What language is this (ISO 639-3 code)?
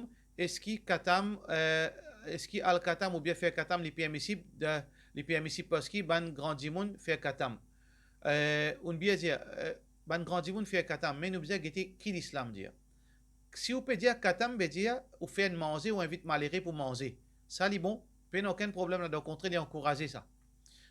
mfe